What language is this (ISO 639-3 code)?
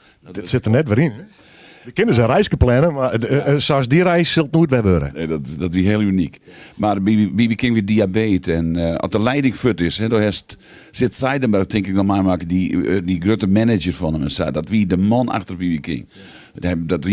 fry